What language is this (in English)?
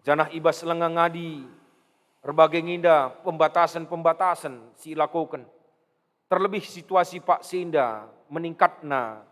Batak Karo